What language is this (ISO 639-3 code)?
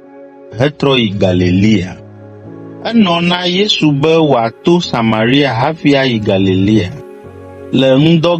ewe